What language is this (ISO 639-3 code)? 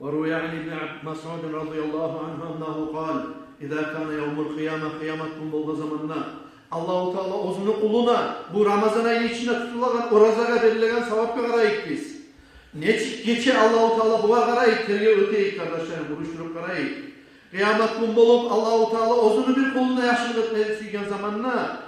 kum